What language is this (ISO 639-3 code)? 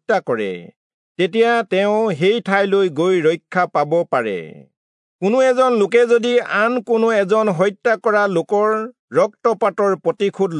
asm